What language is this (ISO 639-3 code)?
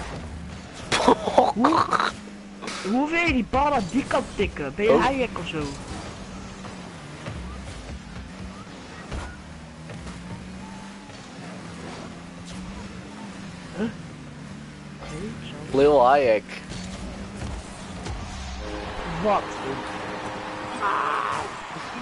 nld